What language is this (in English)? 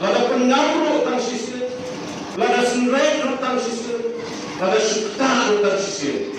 Khasi